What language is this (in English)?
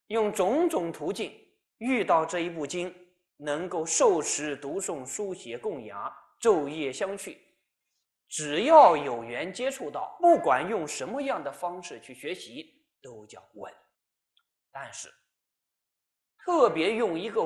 Chinese